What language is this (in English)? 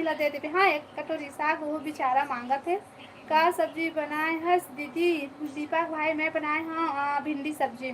Chhattisgarhi